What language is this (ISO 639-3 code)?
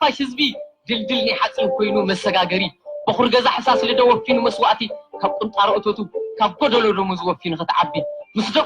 tir